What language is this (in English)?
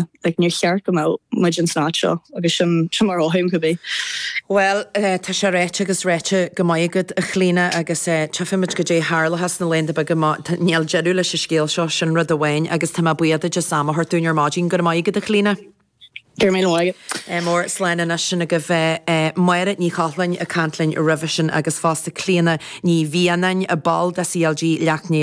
Irish